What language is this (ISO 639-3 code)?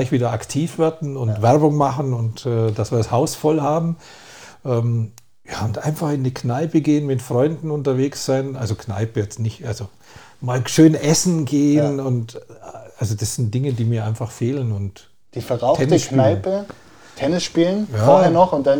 deu